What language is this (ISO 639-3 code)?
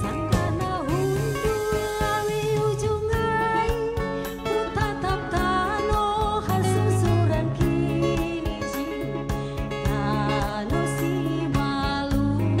bts